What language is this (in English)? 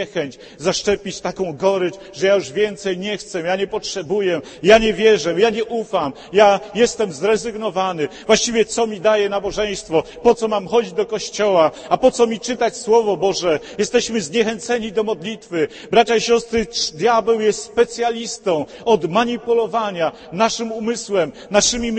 Polish